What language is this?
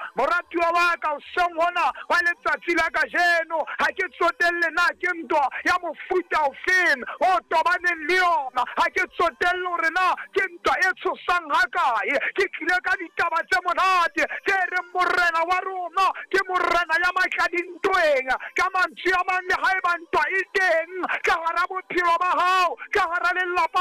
Southern Sotho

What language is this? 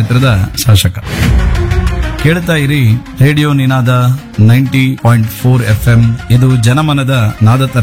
Kannada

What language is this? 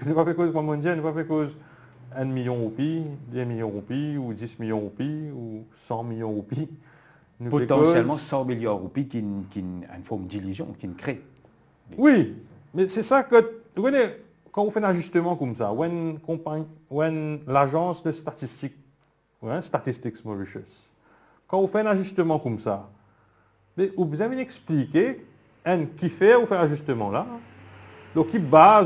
Morisyen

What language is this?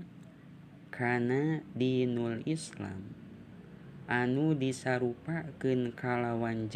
Sundanese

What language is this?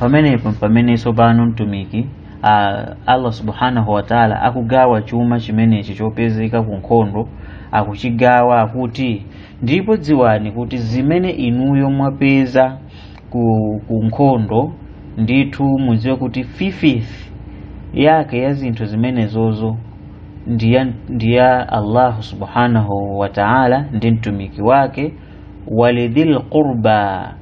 Nyanja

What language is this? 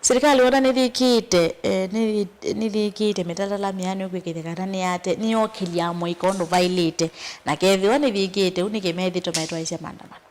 Kamba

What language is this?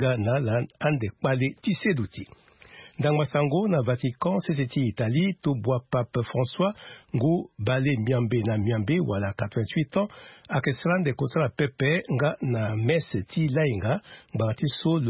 Sango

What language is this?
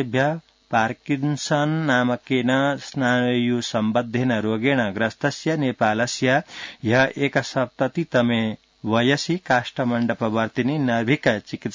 Sanskrit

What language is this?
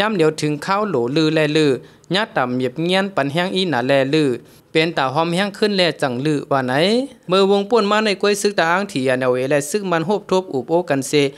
Shan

